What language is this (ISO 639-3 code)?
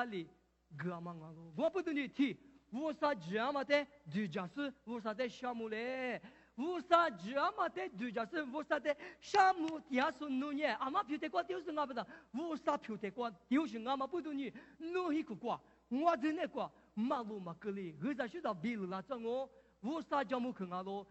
lis